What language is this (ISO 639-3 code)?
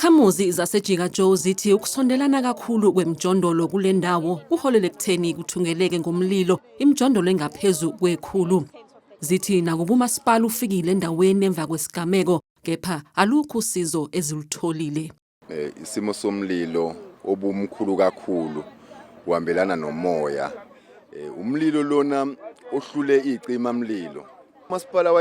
zul